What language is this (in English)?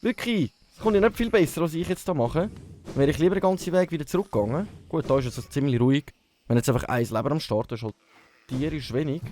Swiss German